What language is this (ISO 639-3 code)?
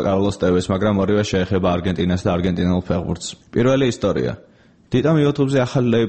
kat